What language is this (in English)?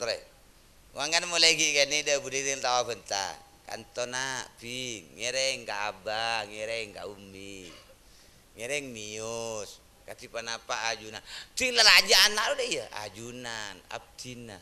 Madurese